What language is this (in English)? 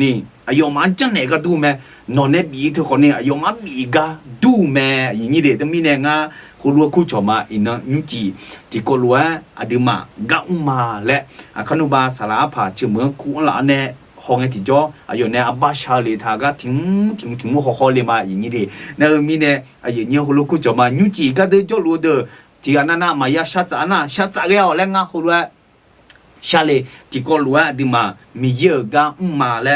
Akha